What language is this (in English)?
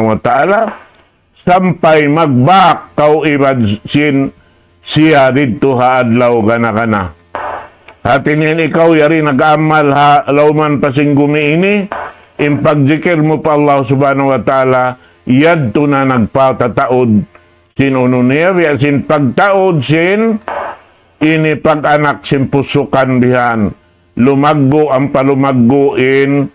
Tausug